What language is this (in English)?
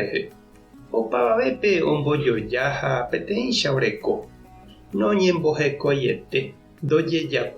Guarani